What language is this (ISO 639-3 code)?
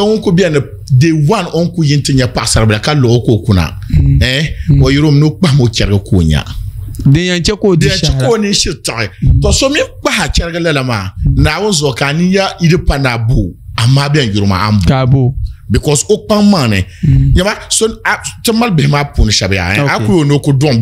dag